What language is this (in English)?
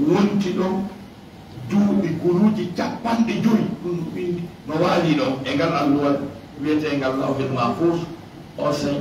Fula